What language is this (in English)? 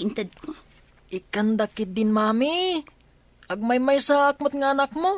Iloko